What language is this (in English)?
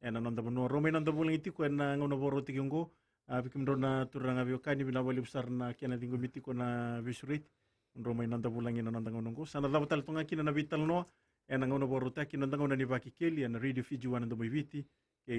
Fijian